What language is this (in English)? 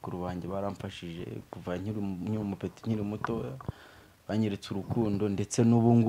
Kinyarwanda